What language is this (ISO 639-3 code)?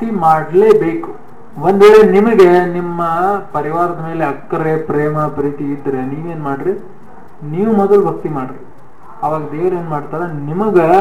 kan